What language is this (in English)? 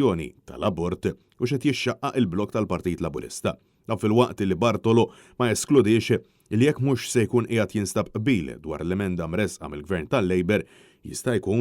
Maltese